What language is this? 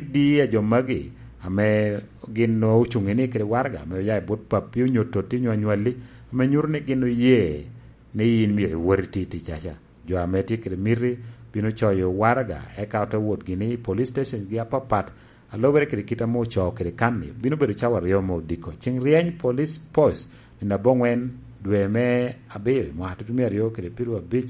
Lango (Uganda)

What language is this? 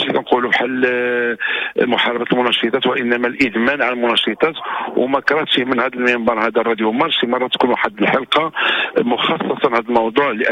Moroccan Arabic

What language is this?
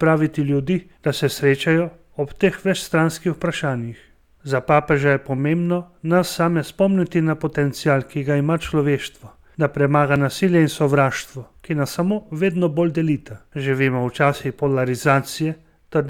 Slovenian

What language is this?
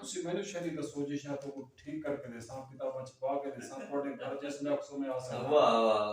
Saraiki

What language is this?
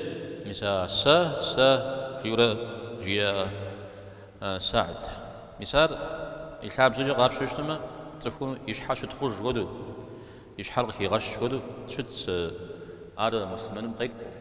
Kabardian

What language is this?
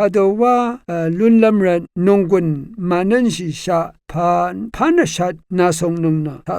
Rawang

